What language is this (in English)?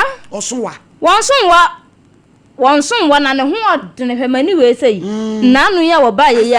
Akan